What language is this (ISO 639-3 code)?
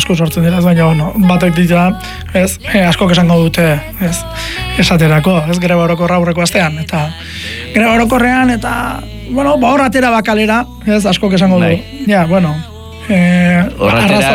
eus